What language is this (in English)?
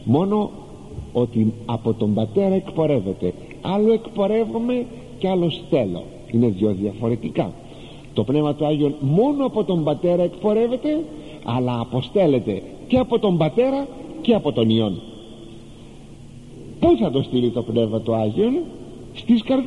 Greek